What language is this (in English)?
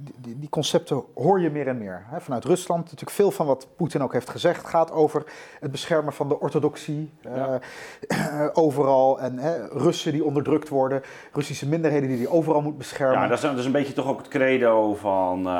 Dutch